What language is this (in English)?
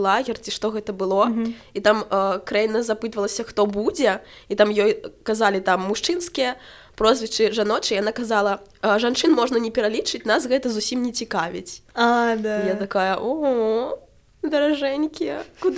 Belarusian